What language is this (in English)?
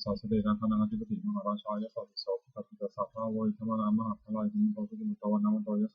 Pali